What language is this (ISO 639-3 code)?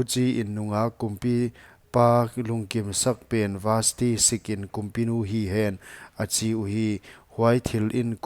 pck